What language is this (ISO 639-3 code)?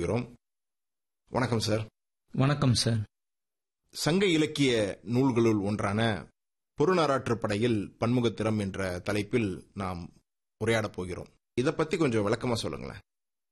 tam